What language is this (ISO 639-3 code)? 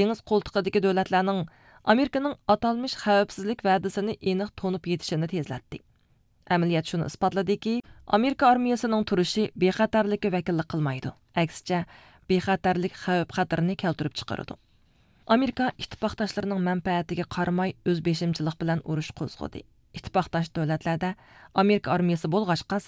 uig